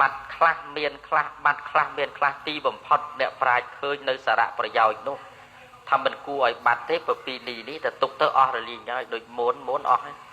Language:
Khmer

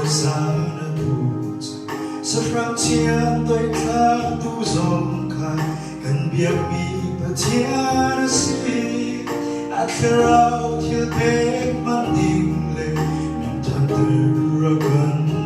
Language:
Hakha Chin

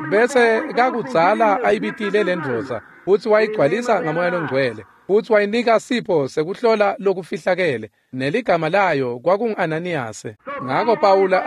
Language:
Swati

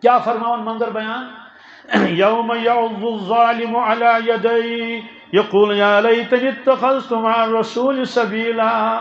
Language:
Kashmiri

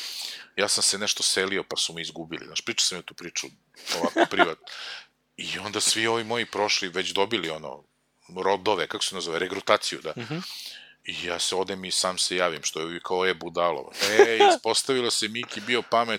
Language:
Serbian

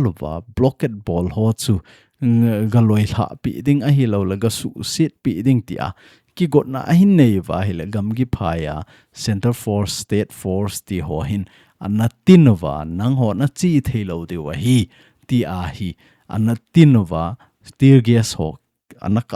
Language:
Thado Chin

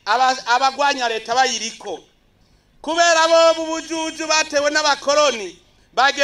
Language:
Rundi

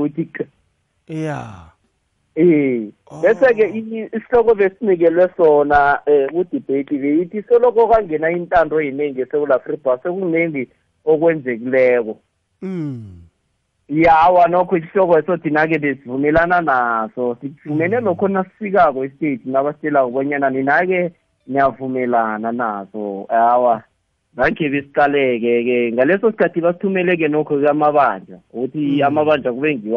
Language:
South Ndebele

